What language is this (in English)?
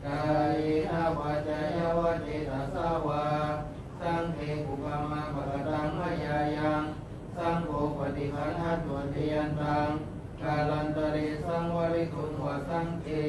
Pali